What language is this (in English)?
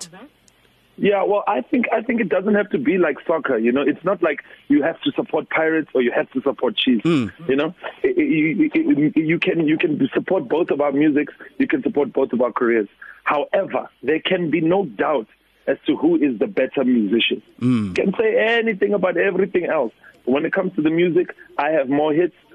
English